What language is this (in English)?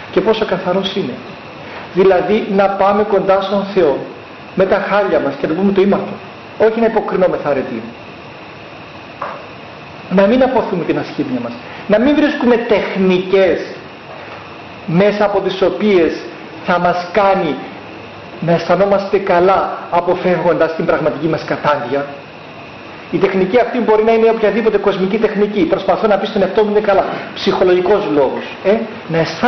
Greek